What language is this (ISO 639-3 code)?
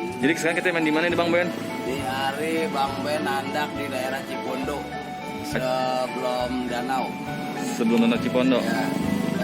bew